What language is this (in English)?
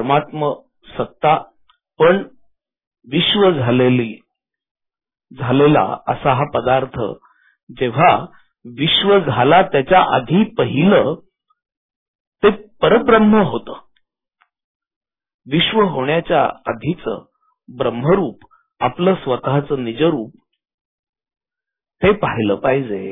Marathi